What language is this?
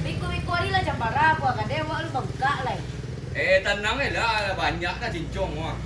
Minangkabau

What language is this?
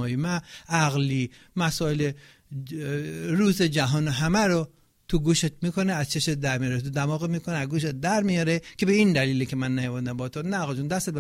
Persian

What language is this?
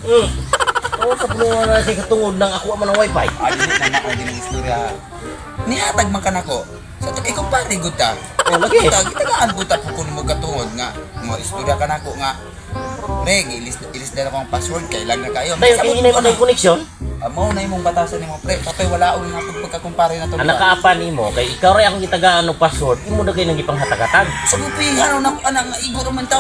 Cebuano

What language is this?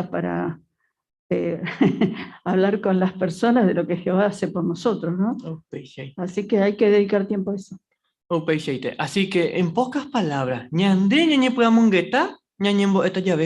Guarani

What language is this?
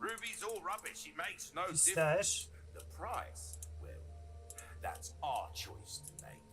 South Azerbaijani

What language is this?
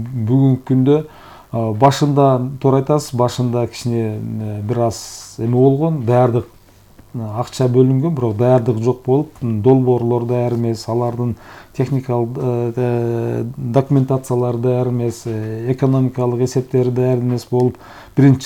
Kyrgyz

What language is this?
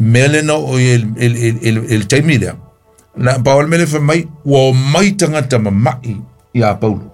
Samoan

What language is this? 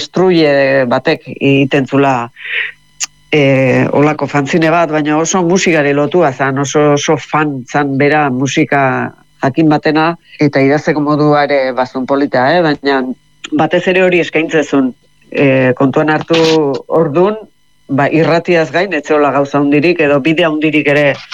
Basque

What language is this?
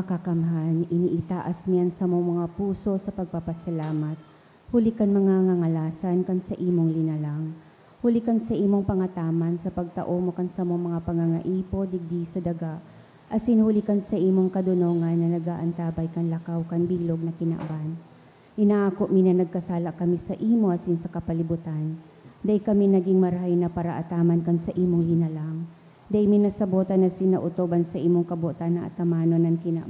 Bikol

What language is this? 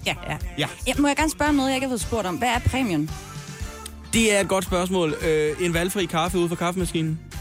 Danish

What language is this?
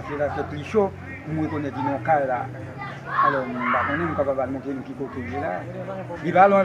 Haitian Creole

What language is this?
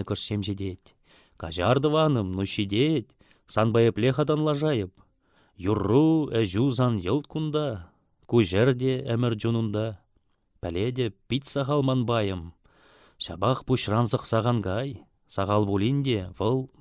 Chuvash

